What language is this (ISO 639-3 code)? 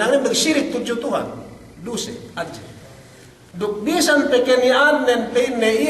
yka